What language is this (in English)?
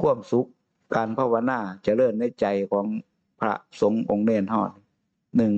Northeastern Thai